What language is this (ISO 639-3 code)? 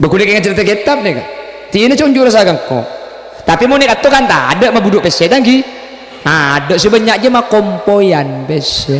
mad